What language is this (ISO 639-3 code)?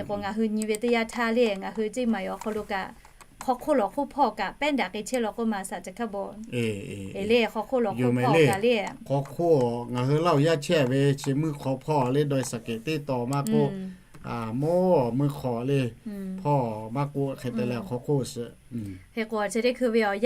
lhu